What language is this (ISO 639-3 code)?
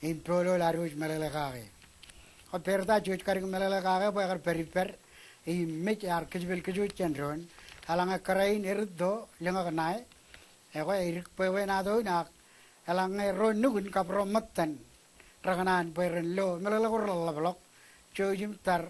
mah